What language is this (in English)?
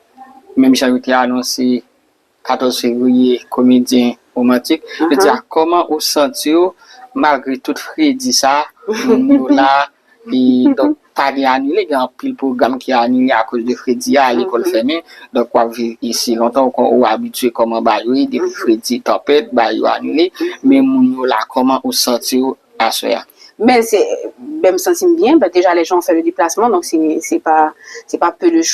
Haitian Creole